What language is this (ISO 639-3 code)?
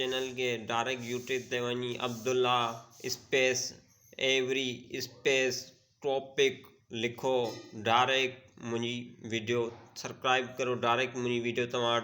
snd